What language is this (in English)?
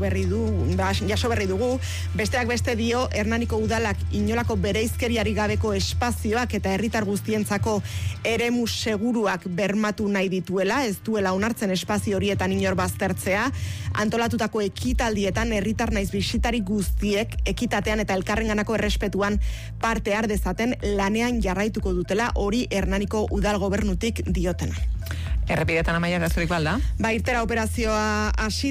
Basque